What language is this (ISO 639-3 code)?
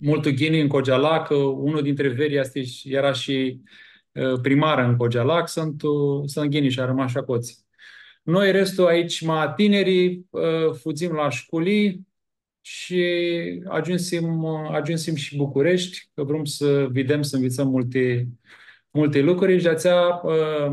rup